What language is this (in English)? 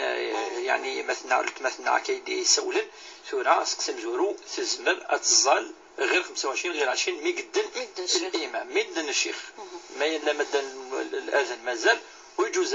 Kabyle